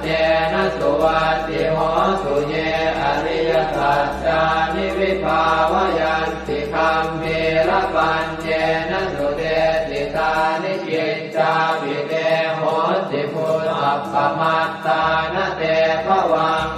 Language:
Pali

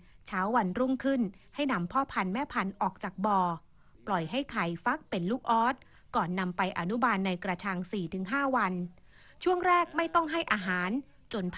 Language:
Thai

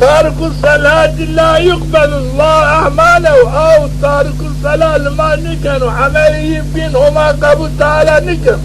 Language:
Zaza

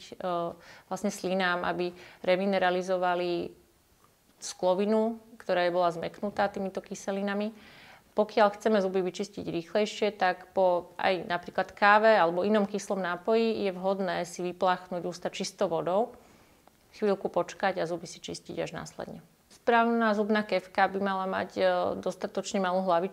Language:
Slovak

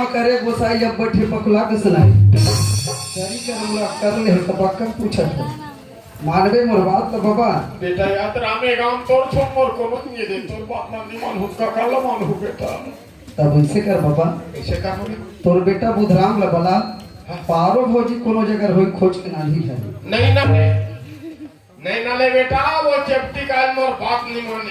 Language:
Chhattisgarhi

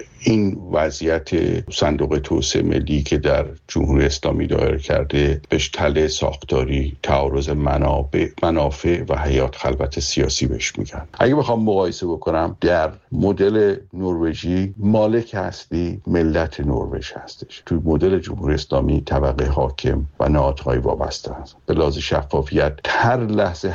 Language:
Persian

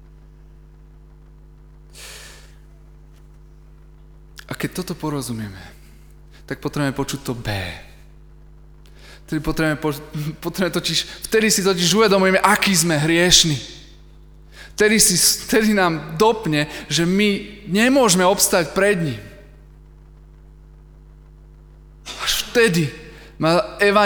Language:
Slovak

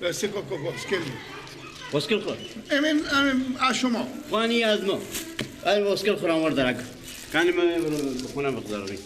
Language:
Persian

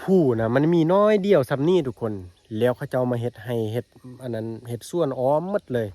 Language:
Lao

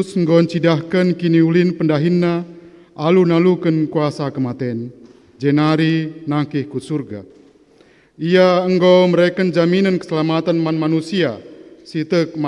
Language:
Batak Karo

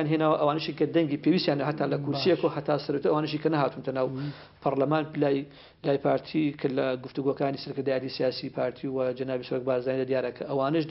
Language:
Central Kurdish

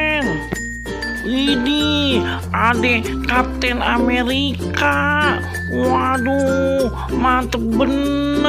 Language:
Betawi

